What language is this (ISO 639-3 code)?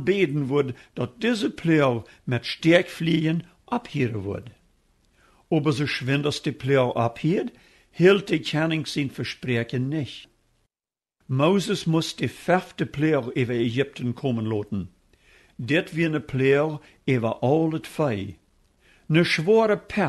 pdt